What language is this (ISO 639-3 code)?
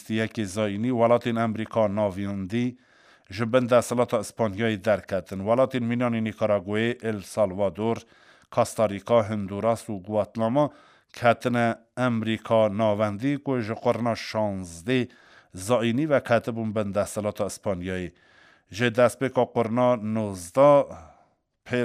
kur